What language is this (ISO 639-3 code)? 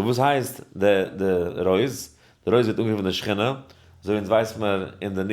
yid